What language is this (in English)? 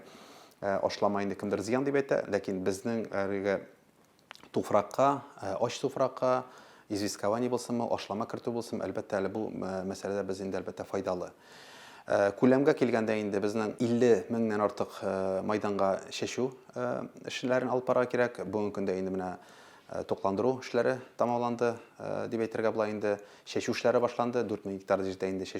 Tatar